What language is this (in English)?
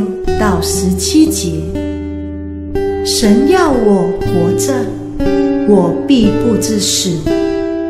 Chinese